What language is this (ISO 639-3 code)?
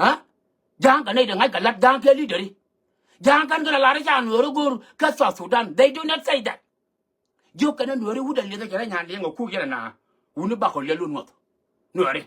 nus